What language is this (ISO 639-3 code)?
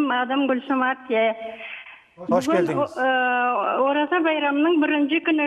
crh